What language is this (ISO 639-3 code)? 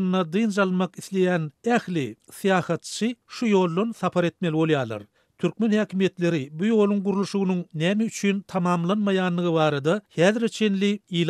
tuk